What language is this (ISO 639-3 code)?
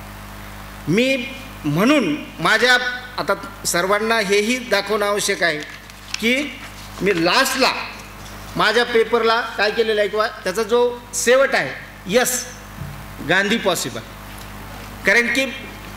mar